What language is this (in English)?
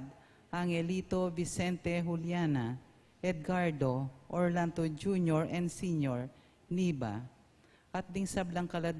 Pampanga